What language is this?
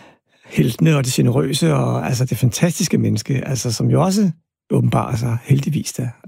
Danish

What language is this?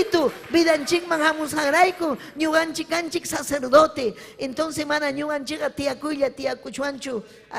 Ayacucho Quechua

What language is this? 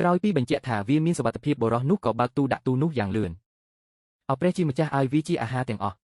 Khmer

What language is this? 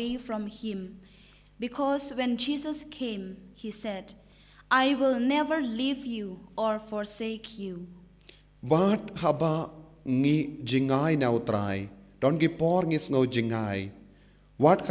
Khasi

